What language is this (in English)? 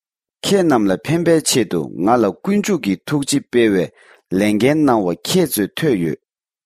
Tibetan